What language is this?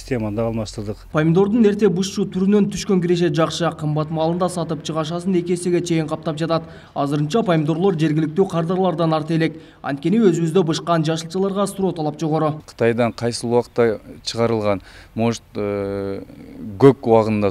Kyrgyz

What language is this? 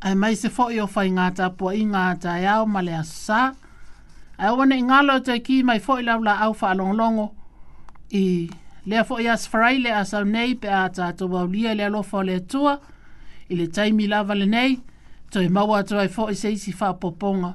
Samoan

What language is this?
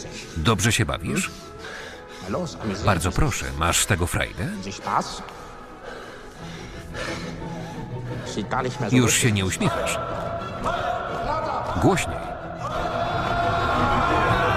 Polish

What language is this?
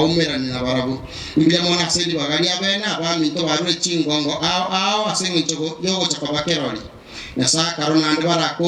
Gusii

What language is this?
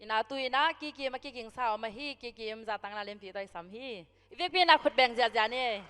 Tedim Chin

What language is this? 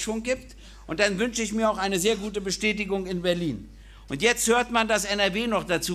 German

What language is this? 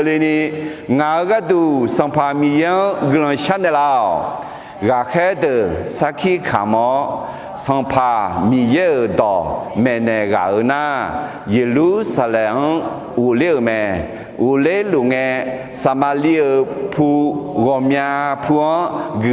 Akha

